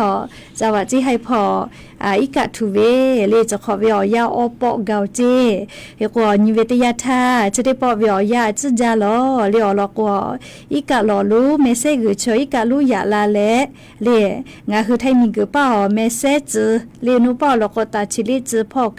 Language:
Lahu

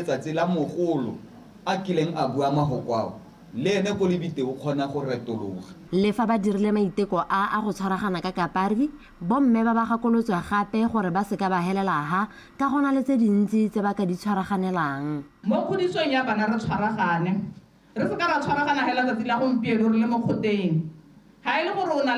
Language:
Tswana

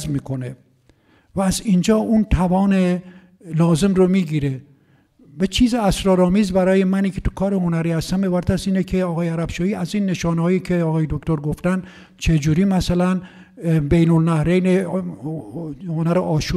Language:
Persian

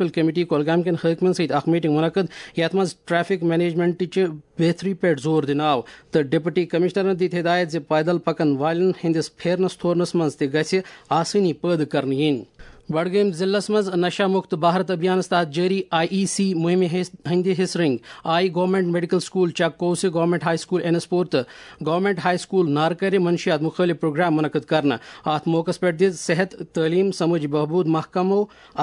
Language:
Kashmiri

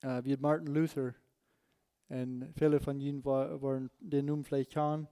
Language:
Plautdietsch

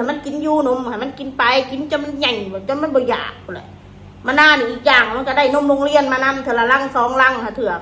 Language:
Northeastern Thai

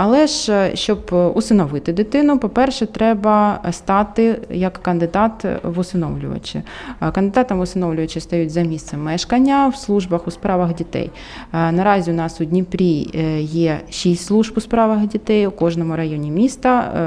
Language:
Ukrainian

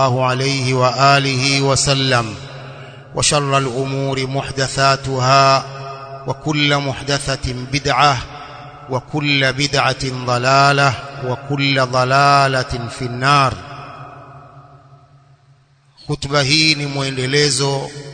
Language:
Swahili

